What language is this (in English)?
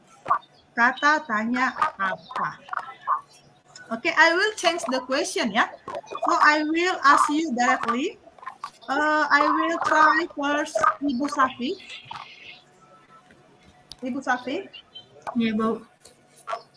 Indonesian